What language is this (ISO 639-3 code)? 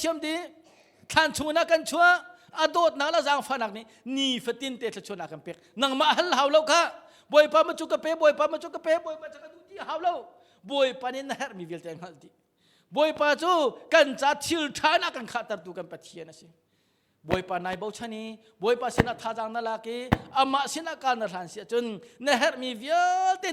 cnh